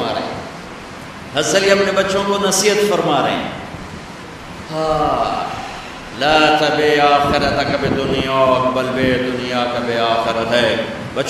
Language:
Urdu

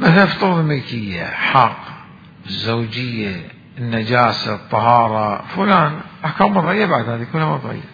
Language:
Mesopotamian Arabic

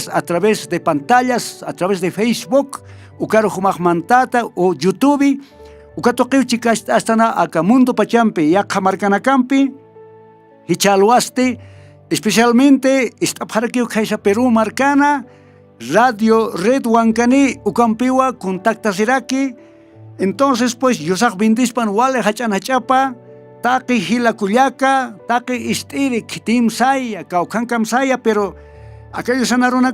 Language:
Aymara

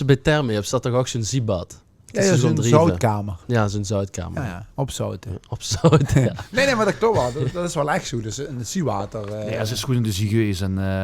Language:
Limburgish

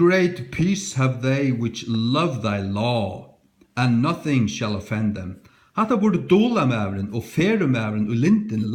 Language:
Faroese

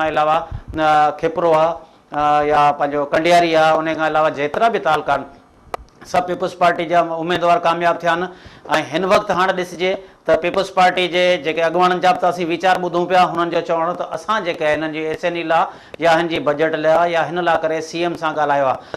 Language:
Sindhi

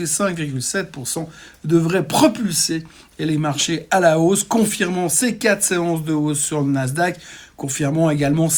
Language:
French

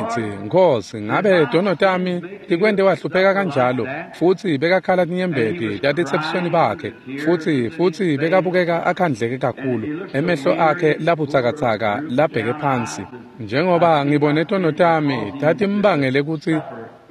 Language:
Swati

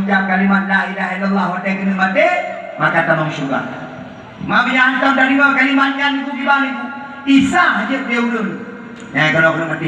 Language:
Achinese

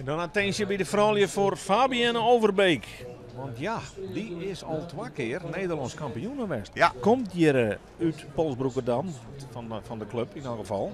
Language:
Western Frisian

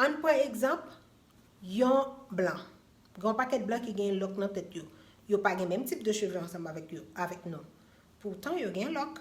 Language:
Haitian Creole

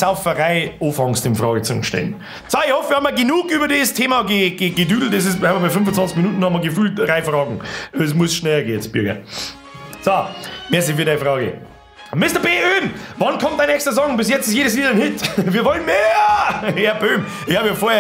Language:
Bavarian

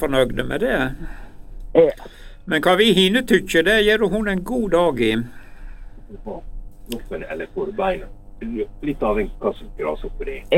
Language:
Norwegian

